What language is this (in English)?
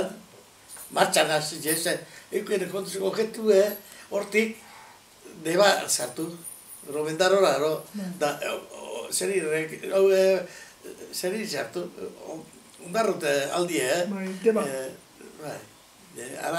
Basque